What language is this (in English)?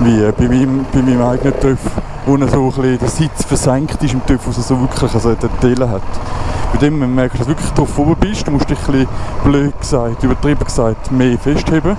Swiss German